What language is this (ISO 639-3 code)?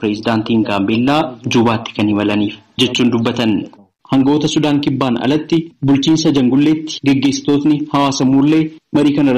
orm